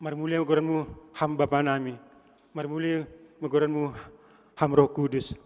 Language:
Batak Simalungun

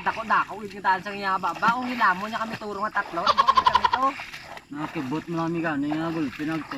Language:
Hiligaynon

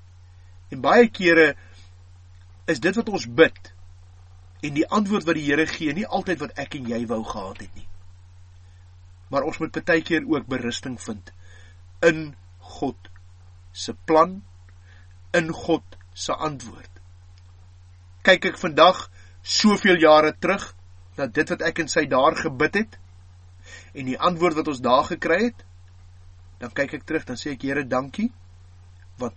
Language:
Afrikaans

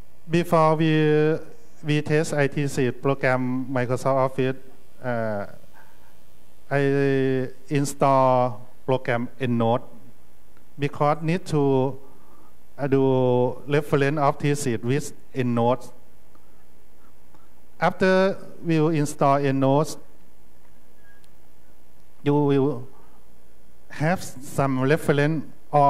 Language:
English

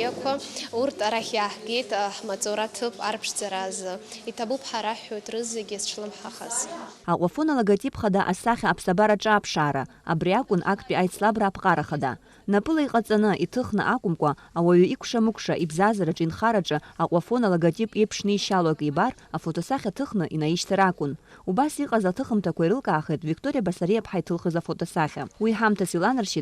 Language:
Abkhazian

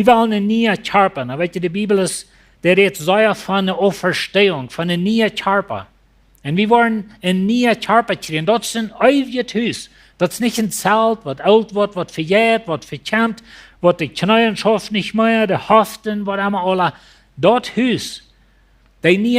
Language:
Plautdietsch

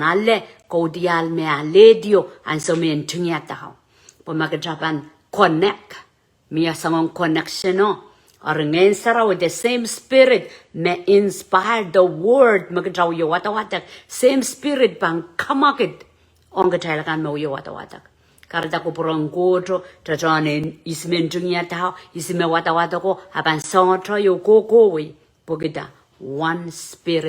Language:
Pohnpeian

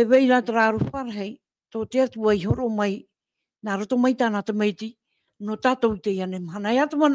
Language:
Tahitian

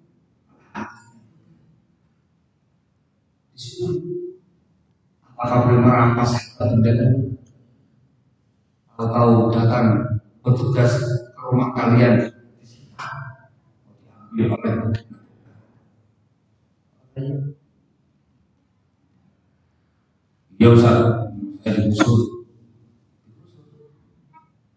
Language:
Indonesian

